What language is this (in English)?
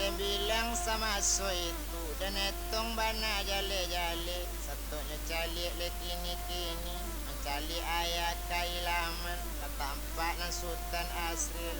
Minangkabau